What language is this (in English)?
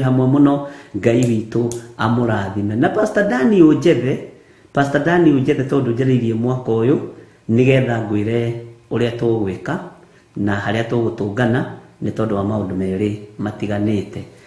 Kikuyu